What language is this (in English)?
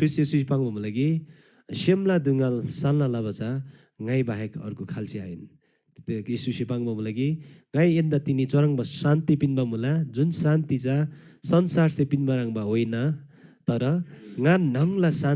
Eastern Tamang